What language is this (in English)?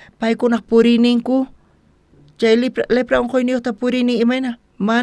South Bolivian Quechua